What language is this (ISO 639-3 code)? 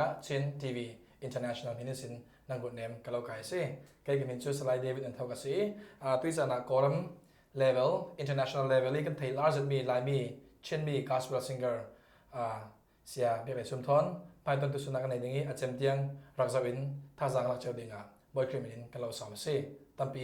cfm